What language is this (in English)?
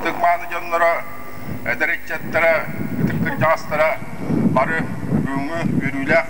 Yakut